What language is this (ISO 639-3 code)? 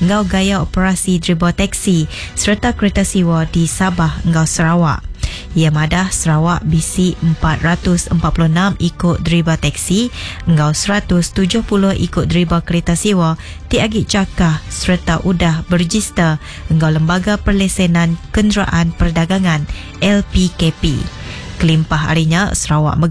iba